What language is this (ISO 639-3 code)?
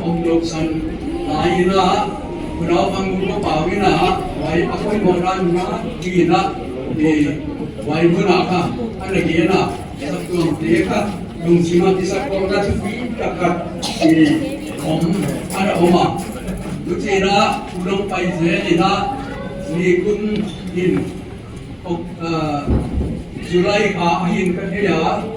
pck